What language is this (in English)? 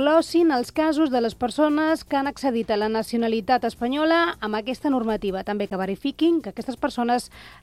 Catalan